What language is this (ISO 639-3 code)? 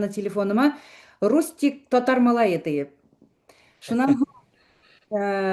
bak